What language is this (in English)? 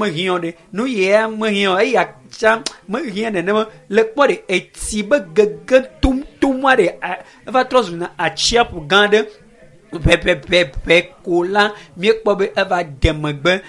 Ewe